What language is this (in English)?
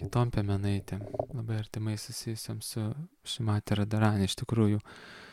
Lithuanian